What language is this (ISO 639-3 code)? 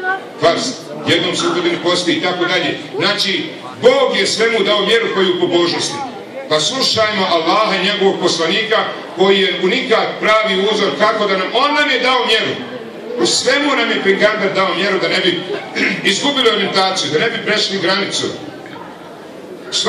bos